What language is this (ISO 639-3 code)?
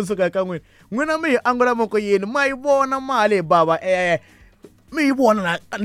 tso